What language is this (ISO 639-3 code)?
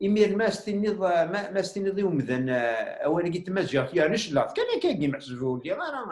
kab